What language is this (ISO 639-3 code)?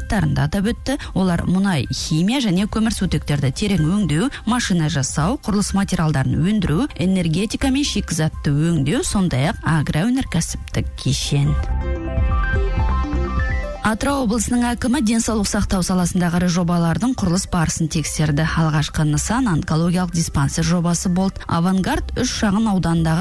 kaz